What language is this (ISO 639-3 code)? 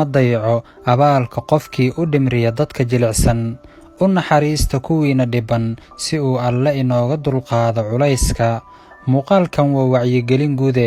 som